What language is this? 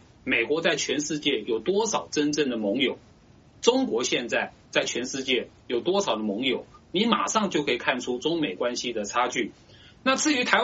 Chinese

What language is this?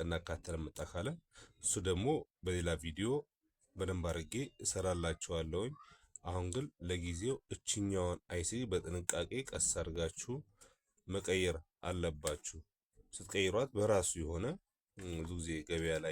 Amharic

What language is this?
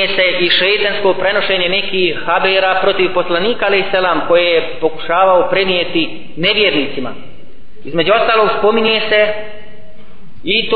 Bosnian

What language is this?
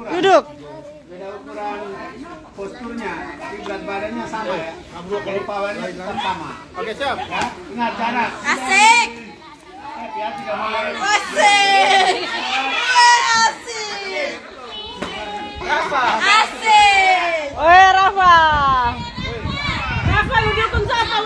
Indonesian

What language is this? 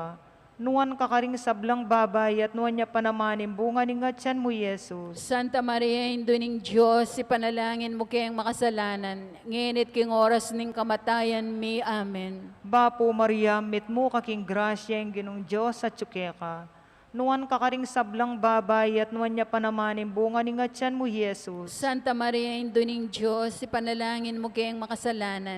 Pampanga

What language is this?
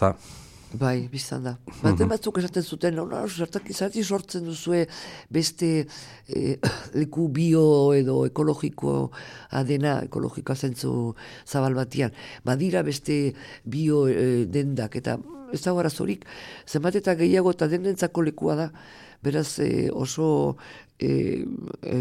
Basque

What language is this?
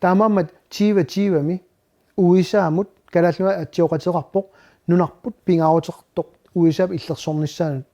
Kalaallisut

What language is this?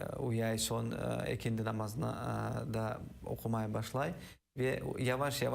Crimean Tatar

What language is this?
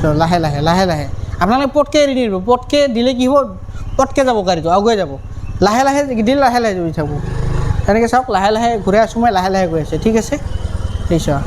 Assamese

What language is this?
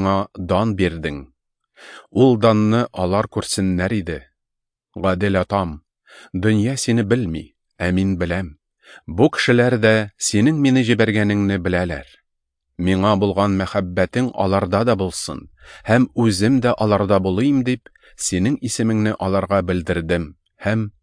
Tatar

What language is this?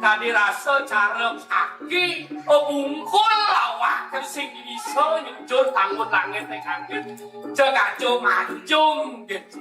Balinese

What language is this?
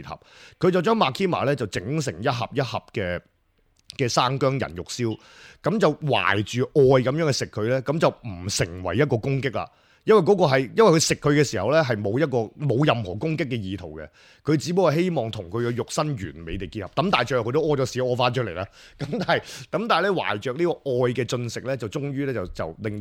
Cantonese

